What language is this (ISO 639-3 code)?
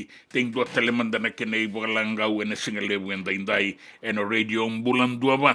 fij